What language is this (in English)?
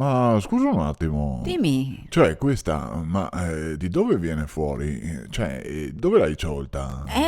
Venetian